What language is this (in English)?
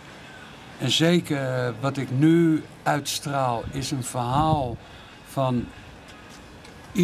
Dutch